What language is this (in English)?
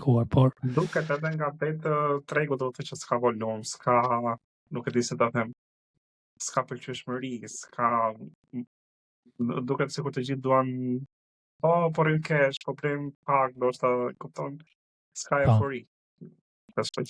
Albanian